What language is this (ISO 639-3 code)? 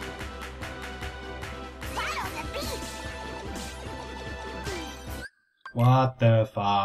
deu